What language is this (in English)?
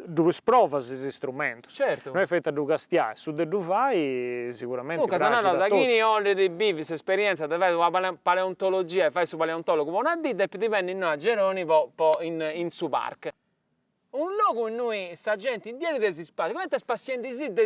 Sardinian